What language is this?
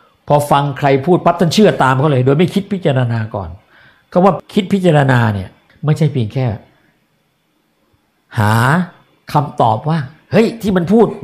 Thai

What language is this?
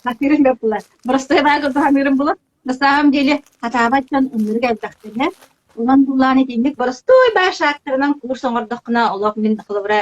Yakut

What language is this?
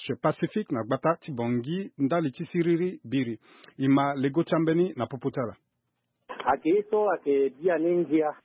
Sango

